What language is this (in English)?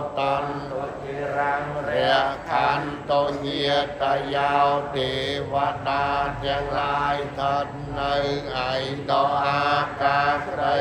Khmer